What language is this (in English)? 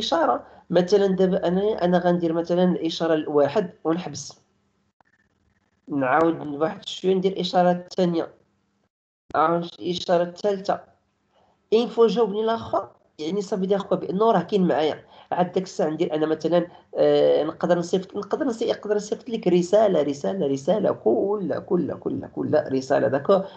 Moroccan Arabic